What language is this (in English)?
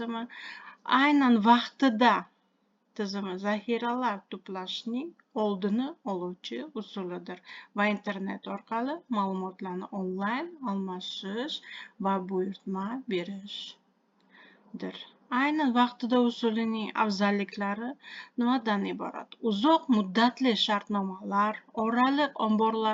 Uzbek